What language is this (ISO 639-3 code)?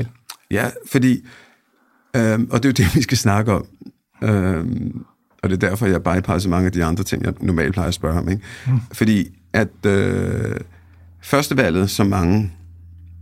dan